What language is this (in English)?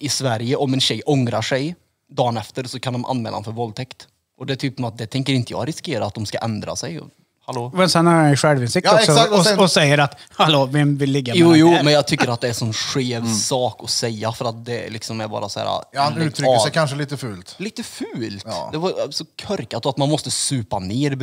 Swedish